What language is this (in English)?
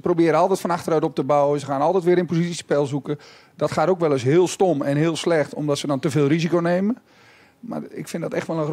Dutch